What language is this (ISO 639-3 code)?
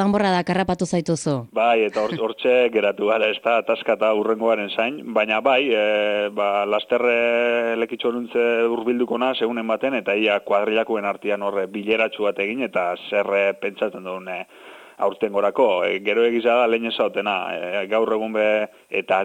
eus